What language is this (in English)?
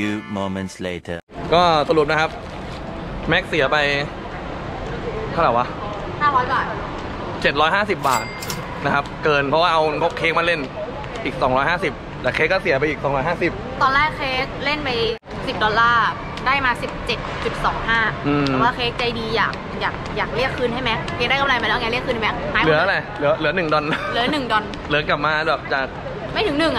Thai